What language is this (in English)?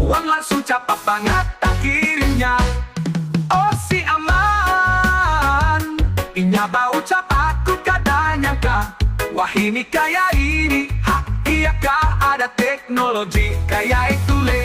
Banjar